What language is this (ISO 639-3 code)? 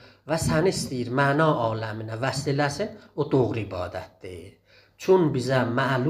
azb